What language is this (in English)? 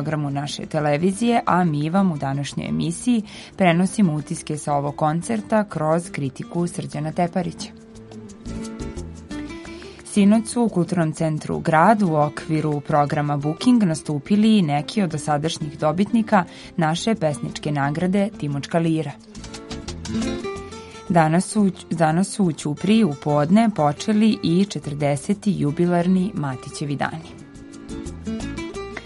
Serbian